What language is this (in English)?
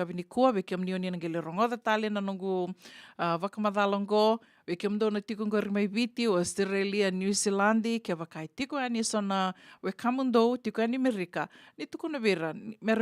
Fijian